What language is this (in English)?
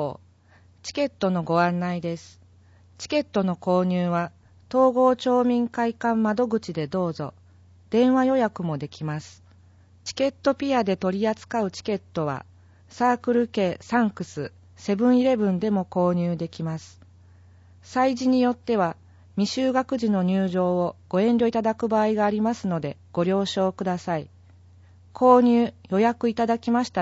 Japanese